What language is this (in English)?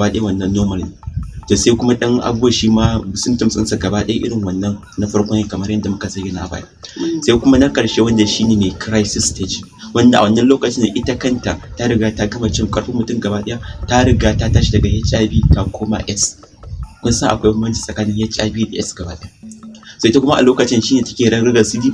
Hausa